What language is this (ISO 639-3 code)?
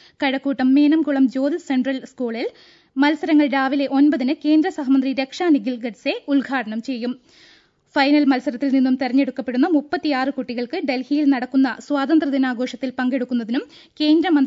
mal